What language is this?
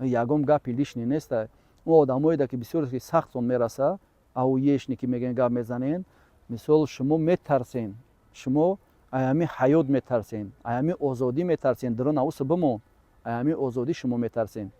Tajik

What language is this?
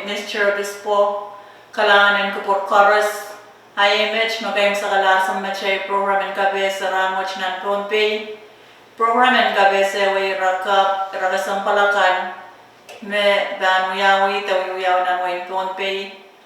Pohnpeian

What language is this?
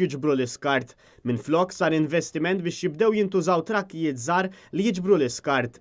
Maltese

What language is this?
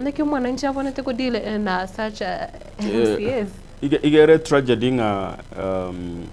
Gusii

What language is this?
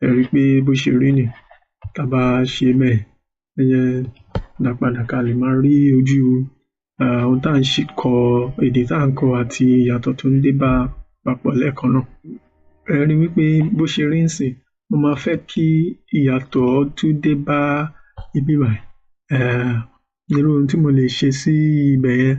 Yoruba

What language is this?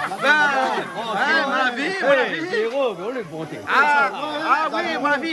Réunion Creole French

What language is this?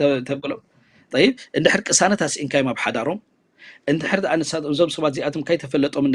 Tigrinya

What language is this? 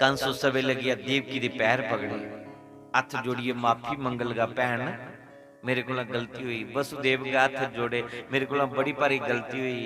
Dogri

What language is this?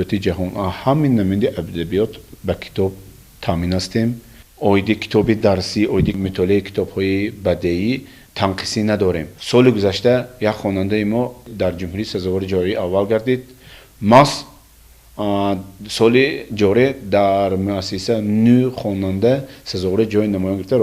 Tajik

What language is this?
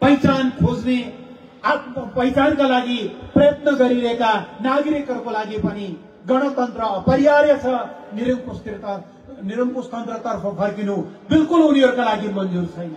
Nepali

